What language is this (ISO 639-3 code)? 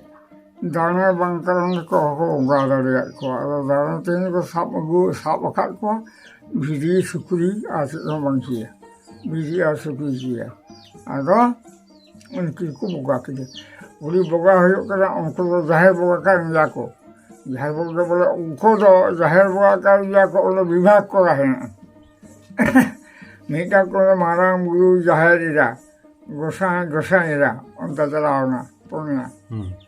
sat